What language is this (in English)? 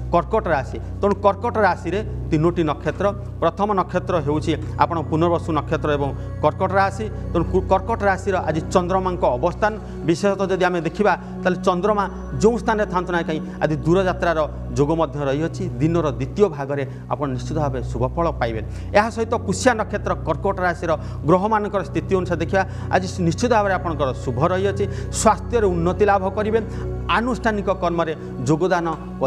Odia